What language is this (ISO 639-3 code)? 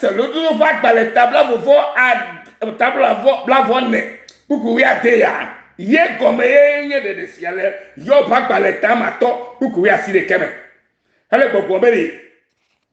ewe